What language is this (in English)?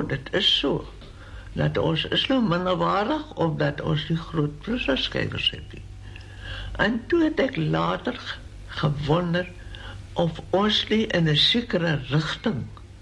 Afrikaans